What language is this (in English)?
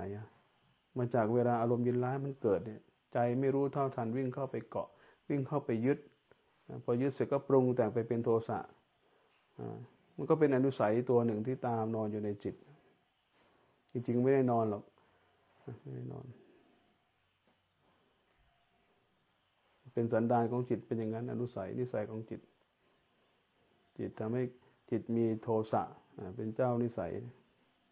Thai